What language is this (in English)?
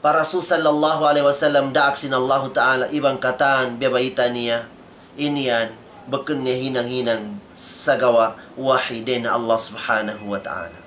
Tausug